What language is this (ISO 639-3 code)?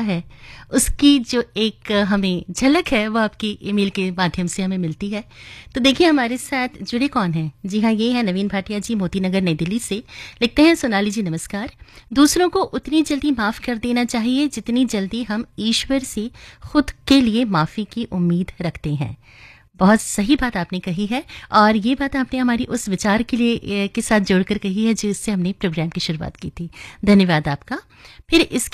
hin